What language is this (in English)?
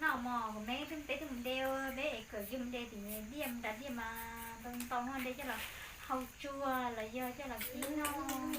Hmong